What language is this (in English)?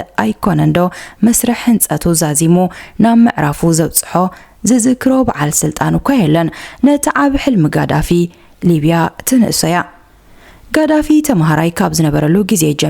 Tigrinya